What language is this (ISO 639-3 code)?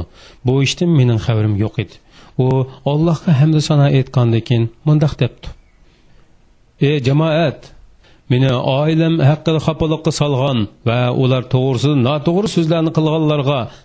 uig